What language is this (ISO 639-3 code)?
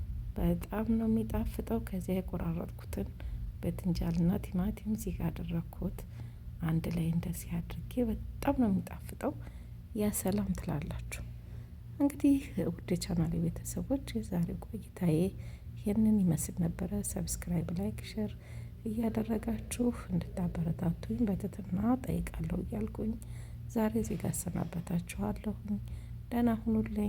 amh